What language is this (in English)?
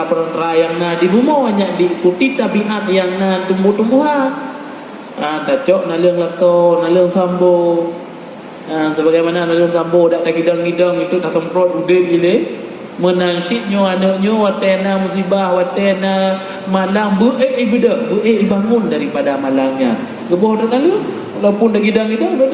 Achinese